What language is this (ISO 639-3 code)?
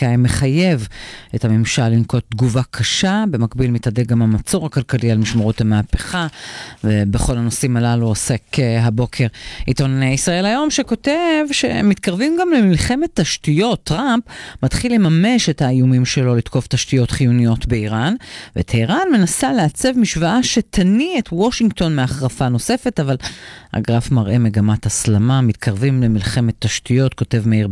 heb